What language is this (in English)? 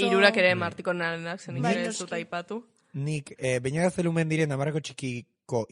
Basque